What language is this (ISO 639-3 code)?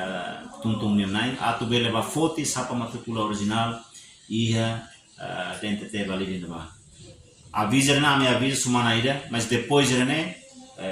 tet